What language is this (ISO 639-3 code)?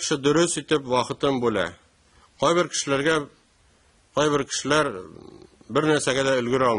tat